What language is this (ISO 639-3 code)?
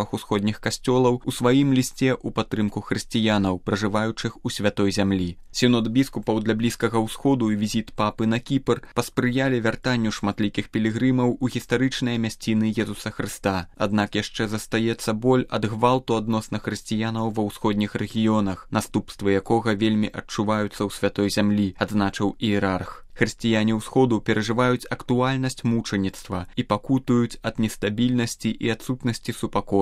bel